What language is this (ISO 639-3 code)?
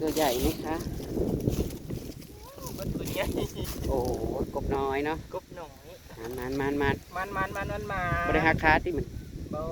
tts